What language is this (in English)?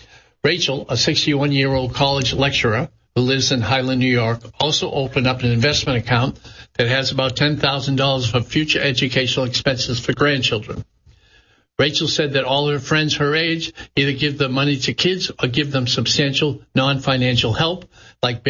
English